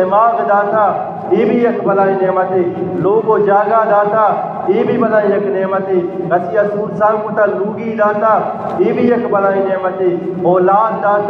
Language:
Eastern Balochi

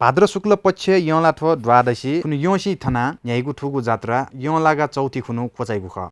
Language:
Newari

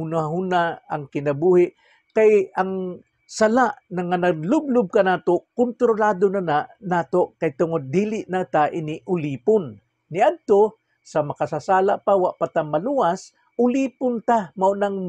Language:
Cebuano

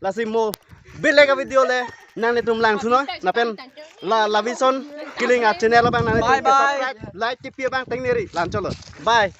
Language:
Karbi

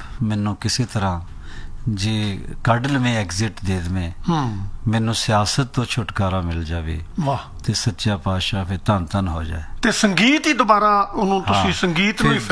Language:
Punjabi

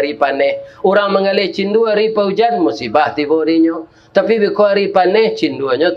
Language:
Minangkabau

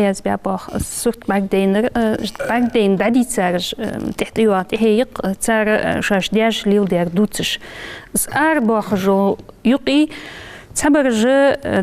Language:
Ingush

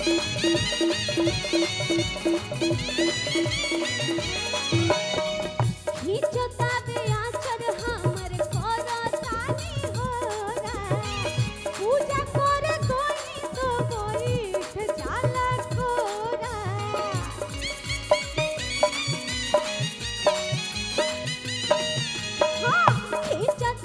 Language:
Bhojpuri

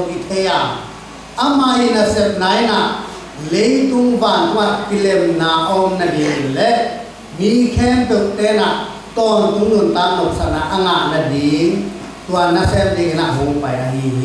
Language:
Tedim Chin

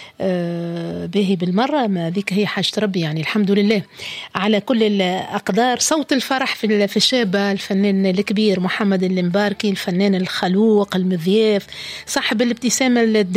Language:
Tunisian Arabic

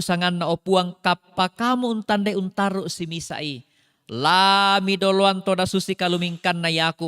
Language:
Toraja-Sa'dan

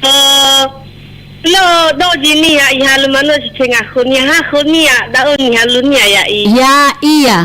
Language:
Nias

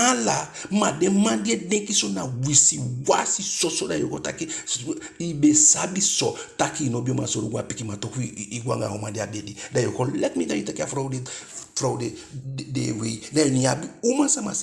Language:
Eastern Maroon Creole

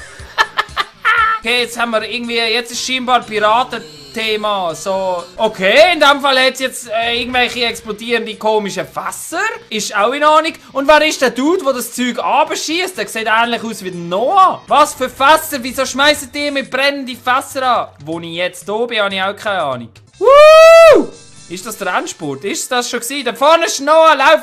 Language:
Swiss German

